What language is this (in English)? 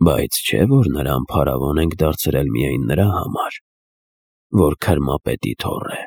Armenian